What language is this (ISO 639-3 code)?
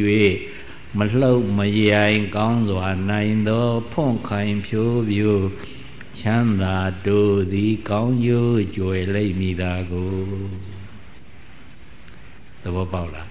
mya